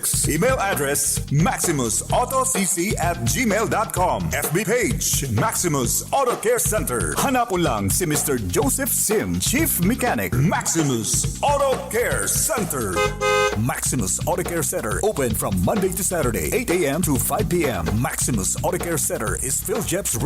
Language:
Bikol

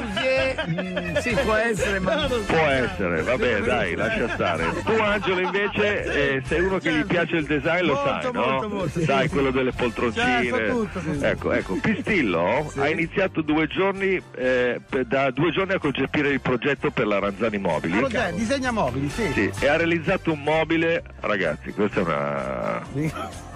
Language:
Italian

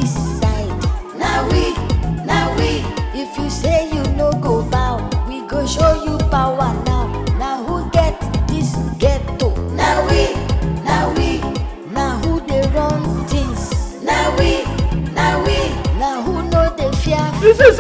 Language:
Nigerian Pidgin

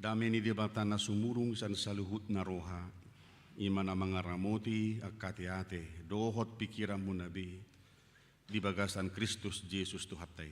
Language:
Batak Toba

